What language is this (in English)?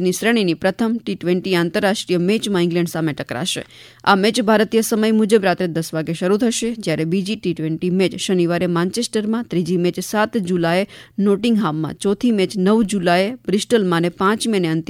Gujarati